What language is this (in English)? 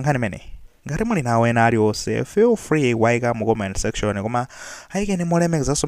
Nyanja